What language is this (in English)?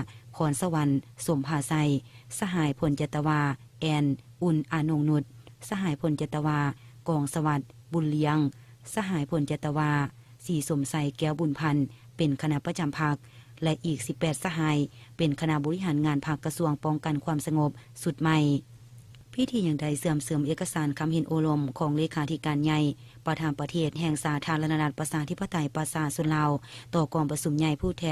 Lao